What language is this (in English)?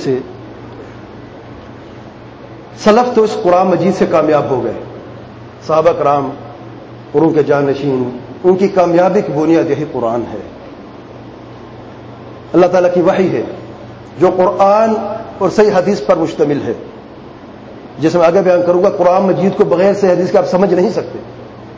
Urdu